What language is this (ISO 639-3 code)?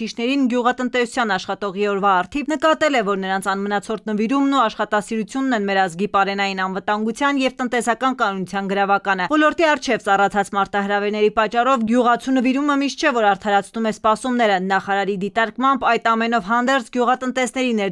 hye